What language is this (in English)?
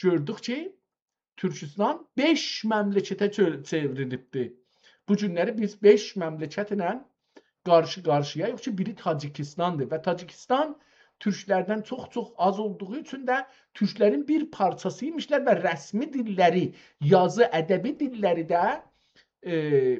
South Azerbaijani